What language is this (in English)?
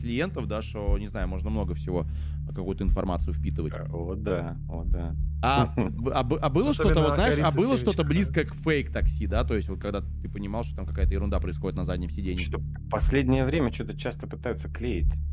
Russian